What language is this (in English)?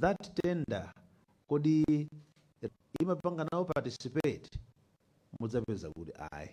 Nyanja